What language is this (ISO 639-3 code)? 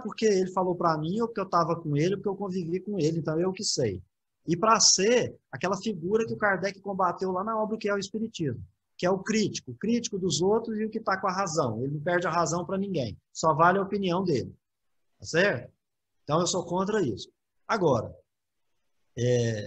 por